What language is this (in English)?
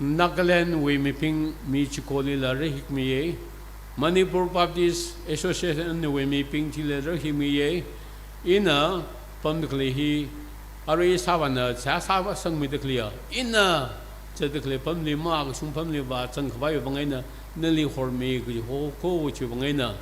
Tangkhul Naga (India)